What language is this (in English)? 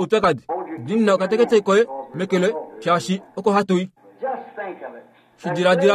Kuanyama